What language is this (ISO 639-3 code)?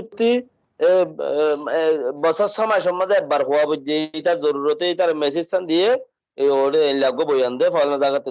rhg